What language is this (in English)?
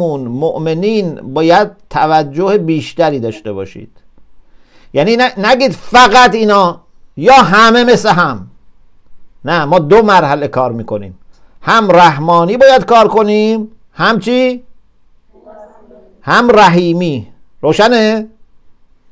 Persian